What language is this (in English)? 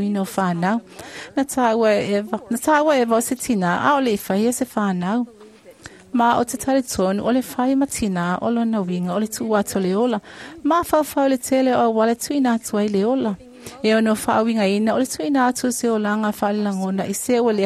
Samoan